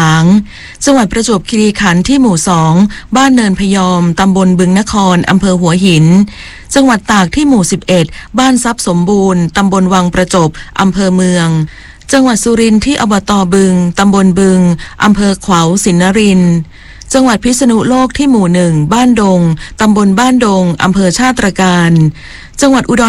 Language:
Thai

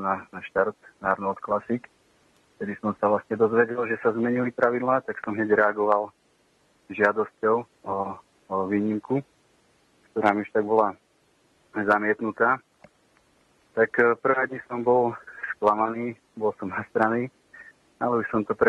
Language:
Slovak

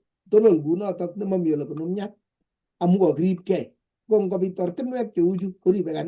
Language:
Kalenjin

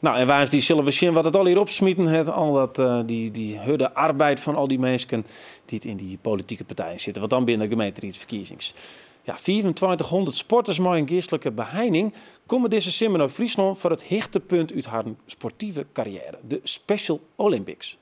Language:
Western Frisian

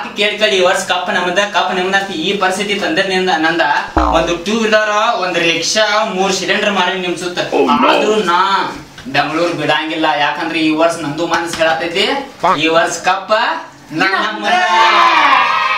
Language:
Kannada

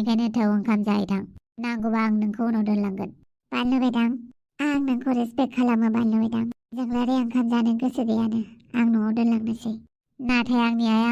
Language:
Bodo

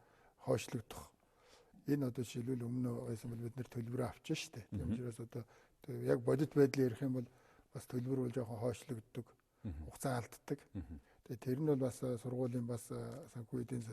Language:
Mongolian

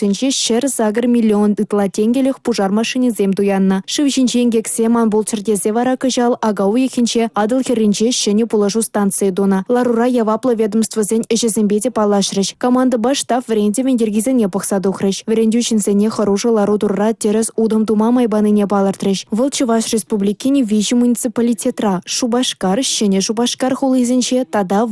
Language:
Chuvash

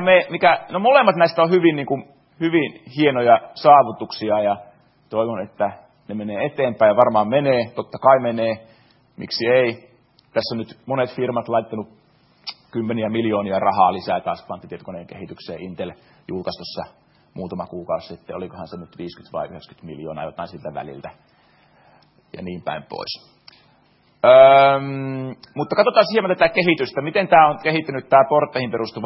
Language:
Finnish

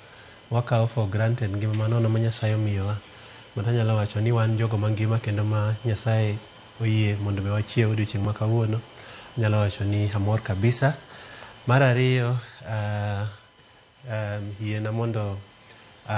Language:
Luo (Kenya and Tanzania)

